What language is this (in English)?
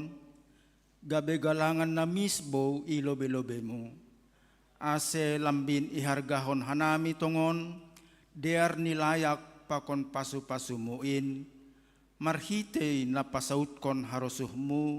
Batak Simalungun